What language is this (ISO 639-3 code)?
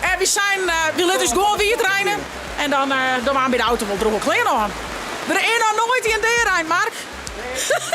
fry